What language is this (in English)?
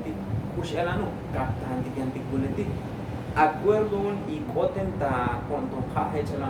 Tzotzil